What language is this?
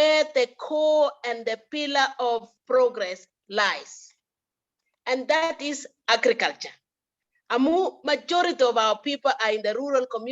Kalenjin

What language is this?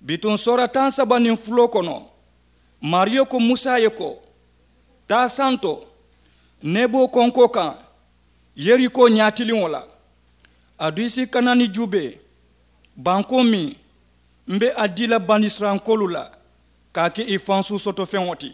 Mandingo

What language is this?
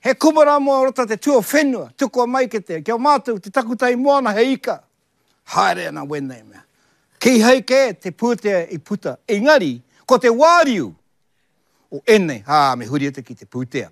Māori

